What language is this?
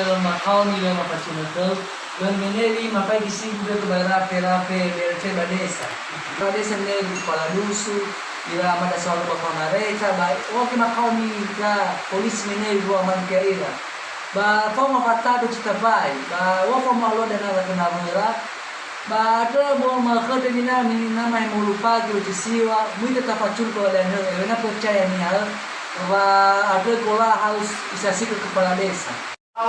Nias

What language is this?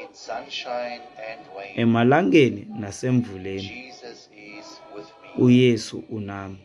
Xhosa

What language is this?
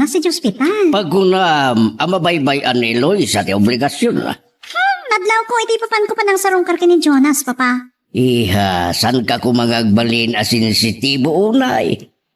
Iloko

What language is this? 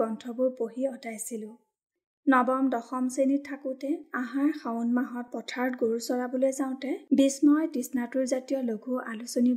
Assamese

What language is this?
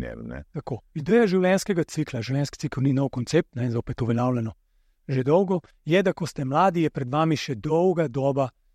Slovenian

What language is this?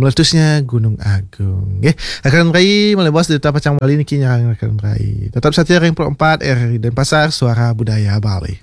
Balinese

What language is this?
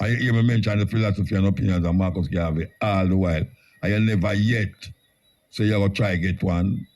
Jamaican Creole English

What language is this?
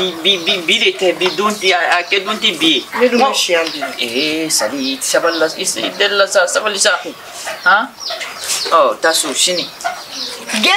Bambara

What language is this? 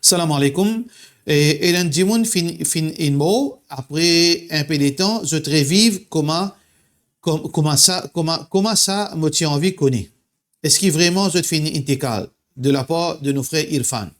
Morisyen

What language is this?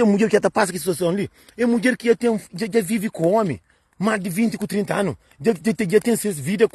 Kabuverdianu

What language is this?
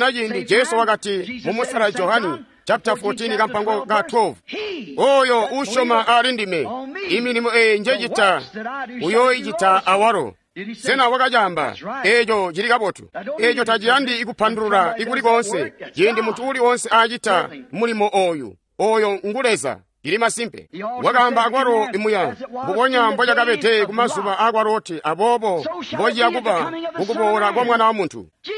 Tonga (Zambia)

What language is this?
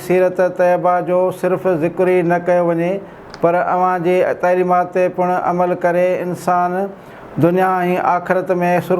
Sindhi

